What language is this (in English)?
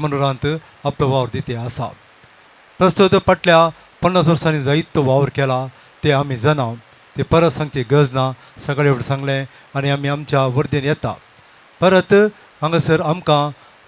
Konkani